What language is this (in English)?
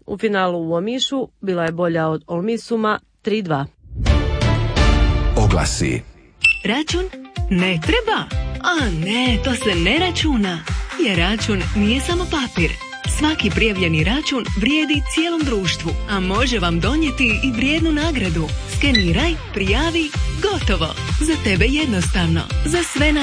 Croatian